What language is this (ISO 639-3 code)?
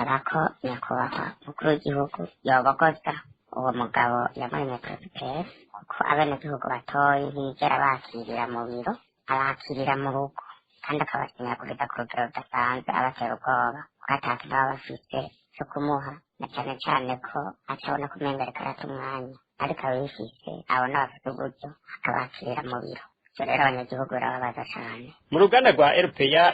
run